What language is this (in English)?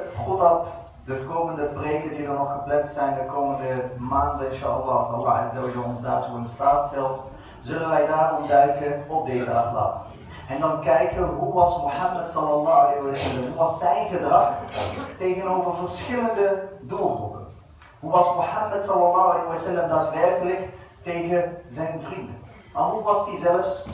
Dutch